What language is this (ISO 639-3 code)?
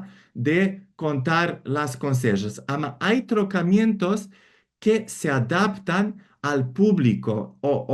lad